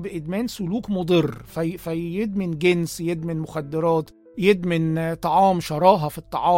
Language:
Egyptian Arabic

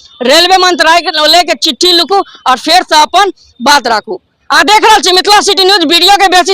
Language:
Maithili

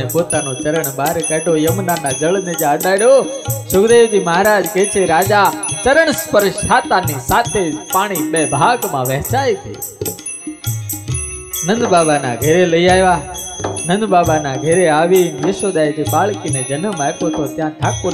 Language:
Gujarati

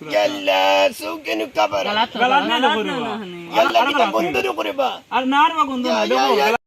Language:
Sylheti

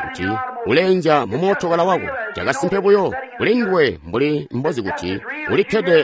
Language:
Tonga (Zambia)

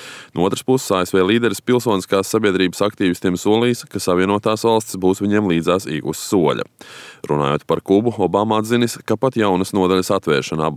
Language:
Latvian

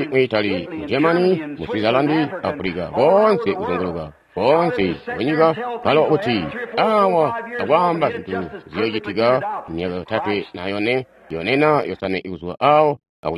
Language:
Tonga (Zambia)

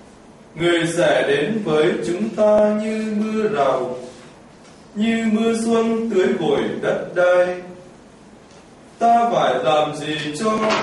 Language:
Vietnamese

